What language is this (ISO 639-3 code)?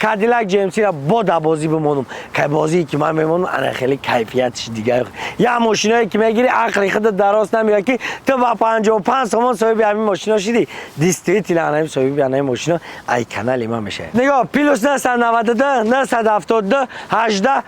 tgk